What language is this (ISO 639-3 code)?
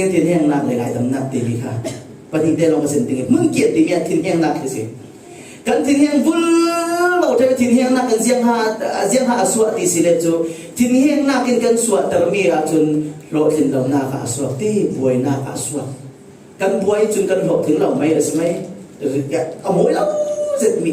cfm